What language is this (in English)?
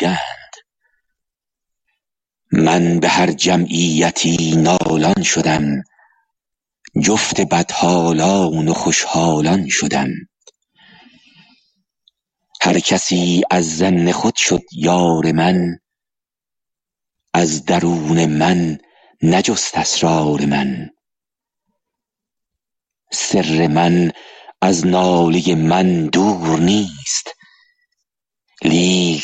Persian